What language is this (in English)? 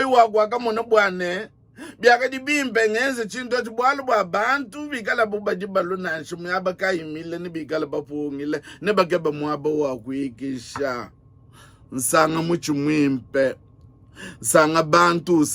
Luba-Lulua